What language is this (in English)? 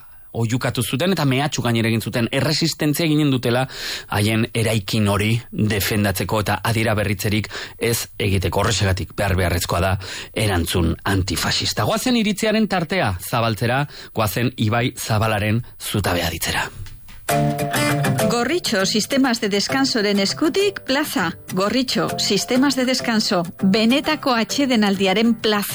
Basque